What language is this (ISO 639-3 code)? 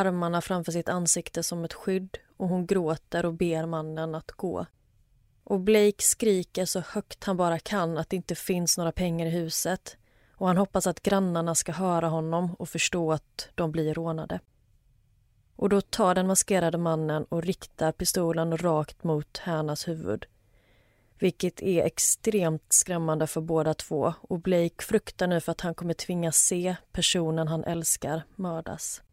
swe